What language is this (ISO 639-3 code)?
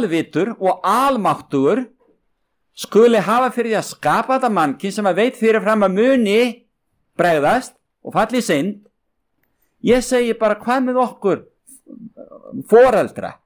isl